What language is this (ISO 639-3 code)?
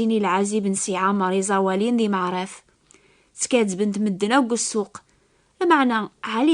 kab